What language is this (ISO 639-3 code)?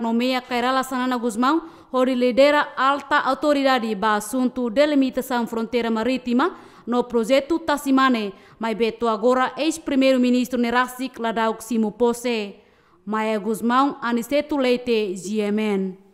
tet